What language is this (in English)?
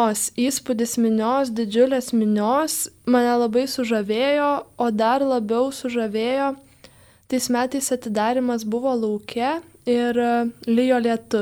Lithuanian